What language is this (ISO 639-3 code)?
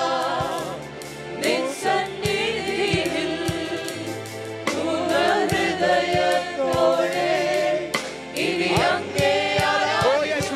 mal